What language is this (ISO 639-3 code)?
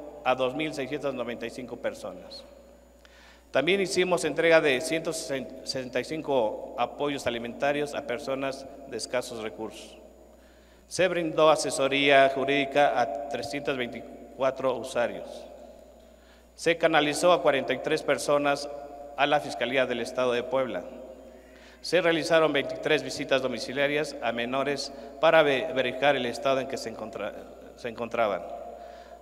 spa